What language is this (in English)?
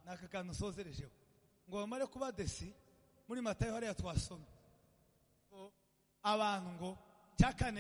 Kinyarwanda